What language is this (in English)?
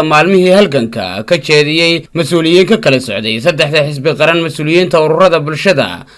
Somali